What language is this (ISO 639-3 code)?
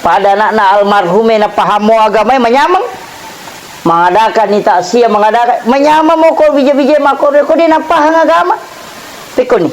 bug